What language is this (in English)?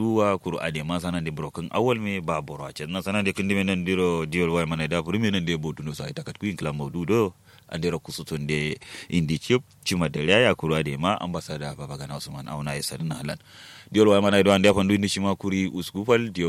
Kanuri